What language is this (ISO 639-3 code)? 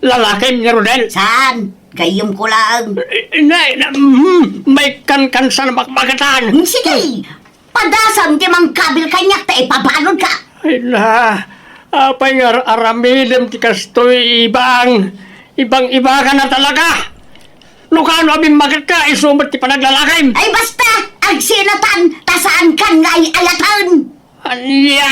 ilo